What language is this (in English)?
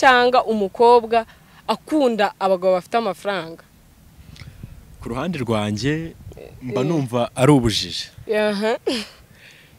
Kinyarwanda